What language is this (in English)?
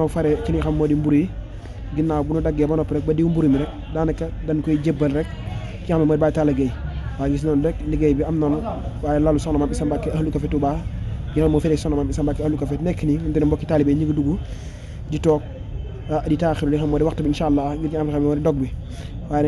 Wolof